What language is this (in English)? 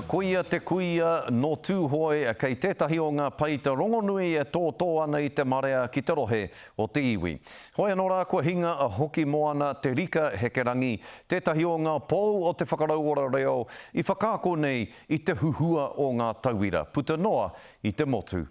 Māori